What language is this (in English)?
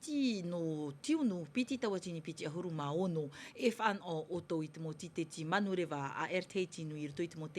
Tahitian